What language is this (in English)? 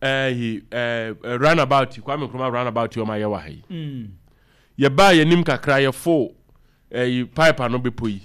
Akan